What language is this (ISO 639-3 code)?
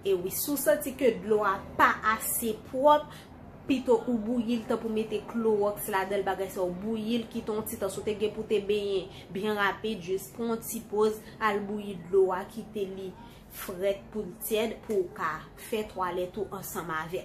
hat